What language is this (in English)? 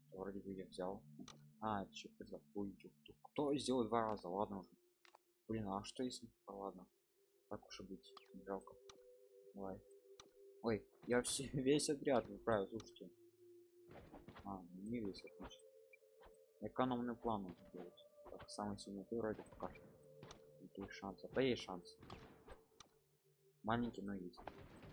Russian